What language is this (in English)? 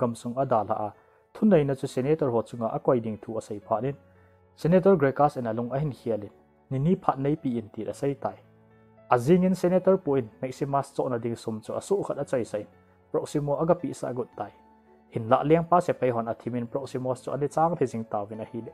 Thado Chin